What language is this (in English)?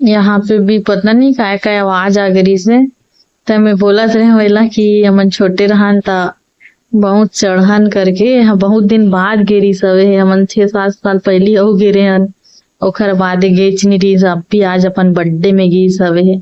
Chhattisgarhi